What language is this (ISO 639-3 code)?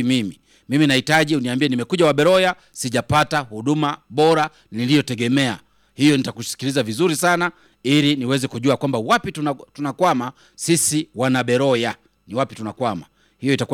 swa